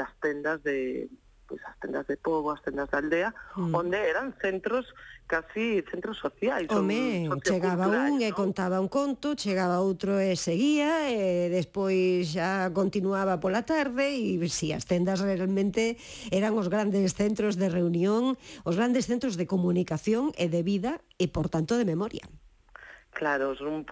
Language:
Galician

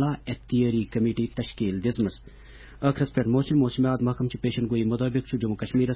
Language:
Kashmiri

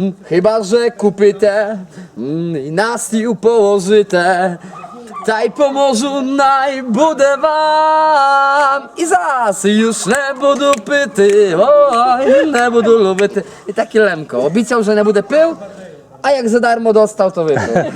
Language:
Rusyn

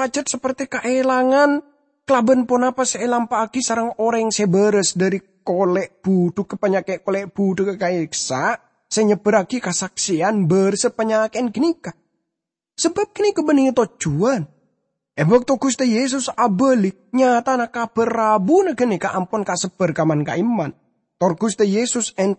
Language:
Madurese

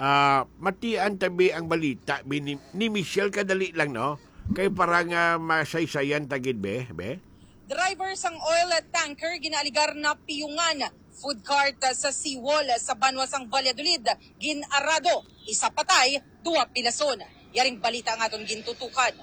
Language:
Hiligaynon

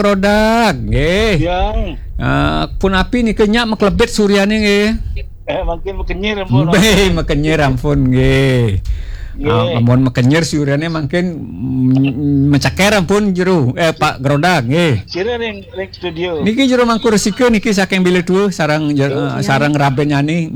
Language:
Balinese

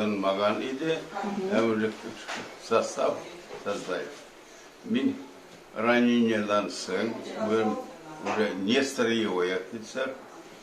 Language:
Tatar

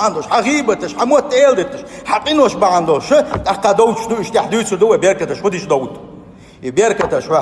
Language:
Chechen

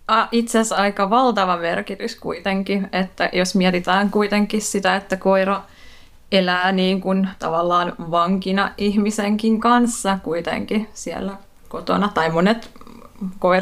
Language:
Finnish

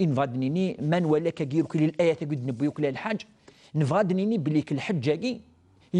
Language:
Kabyle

